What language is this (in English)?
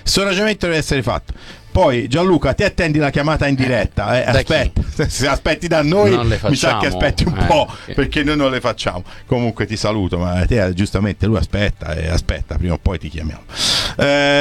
Italian